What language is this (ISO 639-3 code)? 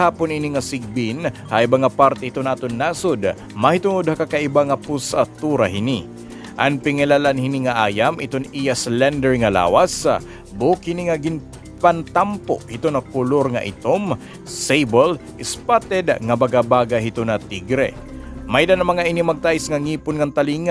war